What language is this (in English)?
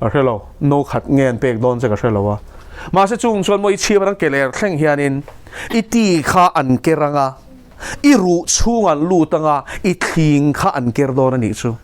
Mizo